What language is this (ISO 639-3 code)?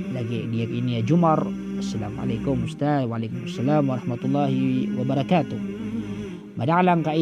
mrw